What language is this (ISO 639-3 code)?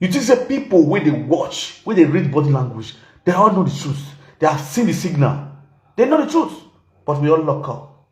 pcm